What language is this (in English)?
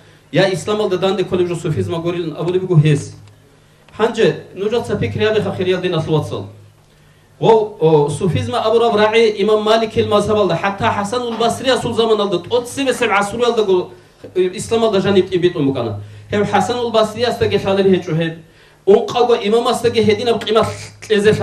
Avaric